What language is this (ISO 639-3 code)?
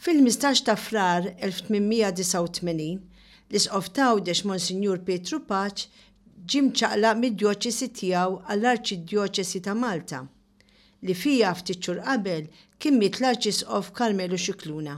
mlt